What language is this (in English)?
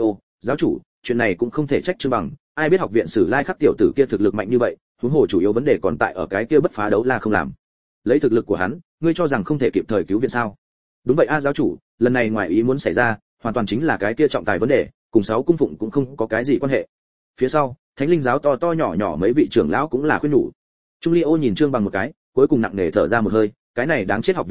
Vietnamese